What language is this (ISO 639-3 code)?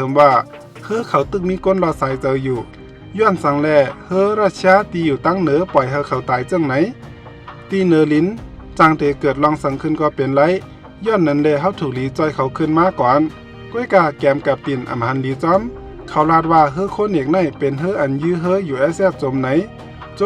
shn